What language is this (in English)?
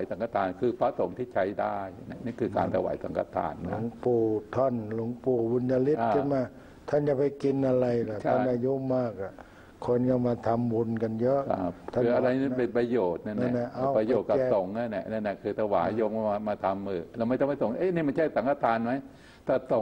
Thai